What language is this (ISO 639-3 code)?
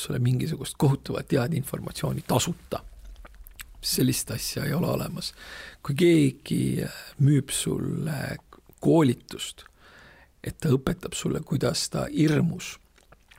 est